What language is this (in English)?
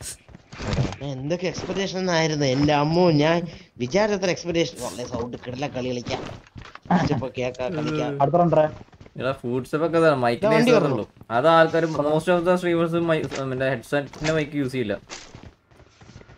Malayalam